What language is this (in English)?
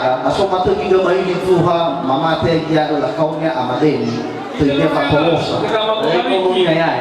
Nias